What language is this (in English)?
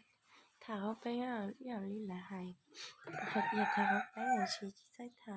Hmong